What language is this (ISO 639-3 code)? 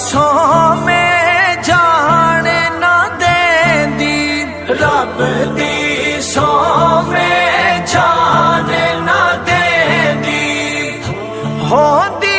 phr